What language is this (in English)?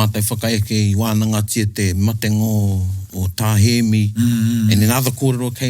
Māori